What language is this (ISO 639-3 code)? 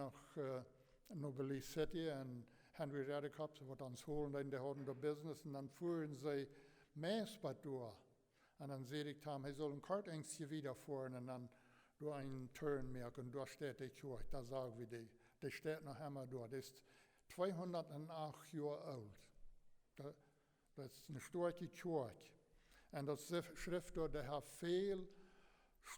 pdt